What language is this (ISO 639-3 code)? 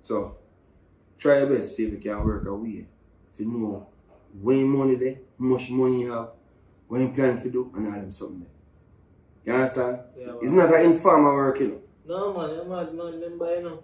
jam